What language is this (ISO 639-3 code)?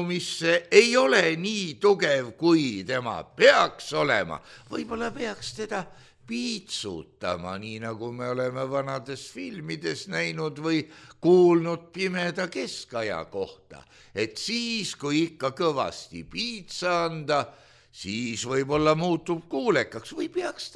est